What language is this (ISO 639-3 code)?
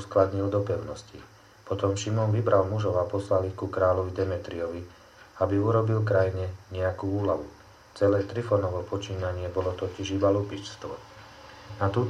slk